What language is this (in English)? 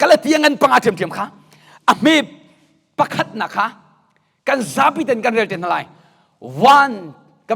Hakha Chin